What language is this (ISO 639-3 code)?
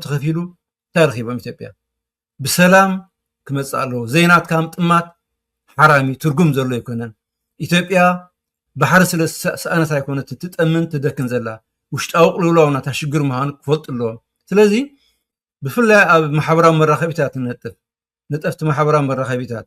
tir